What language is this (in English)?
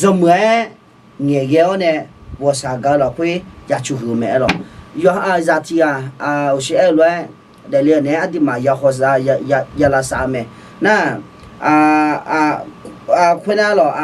Akha